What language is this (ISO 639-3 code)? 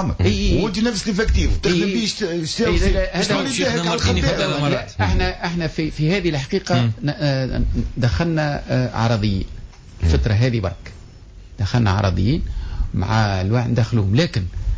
aeb